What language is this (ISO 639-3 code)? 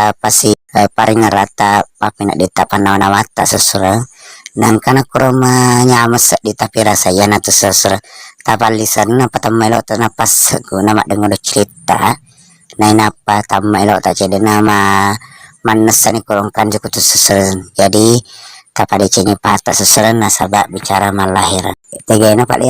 bug